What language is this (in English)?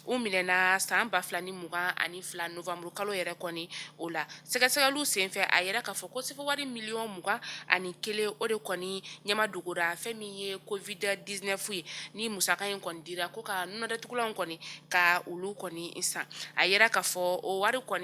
Bambara